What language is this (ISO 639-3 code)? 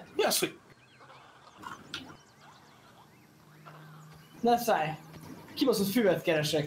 hun